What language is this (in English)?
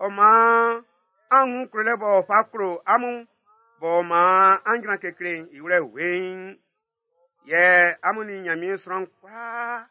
Baoulé